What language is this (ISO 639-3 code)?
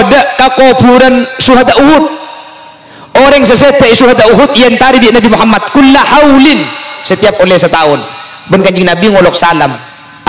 mad